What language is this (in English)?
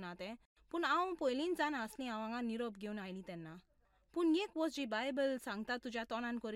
Konkani